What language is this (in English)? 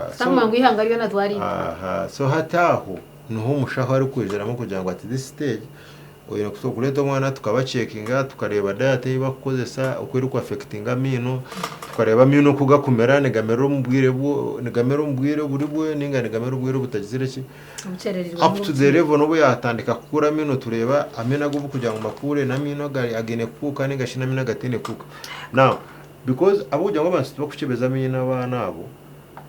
Nyankole